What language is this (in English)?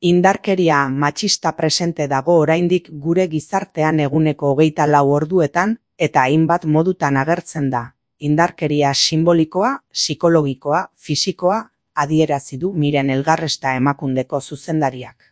Basque